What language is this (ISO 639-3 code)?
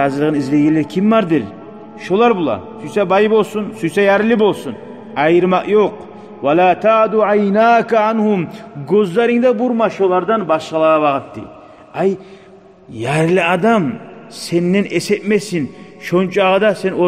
kum